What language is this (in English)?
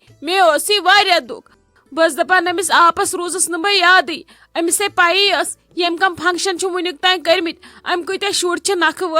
Kashmiri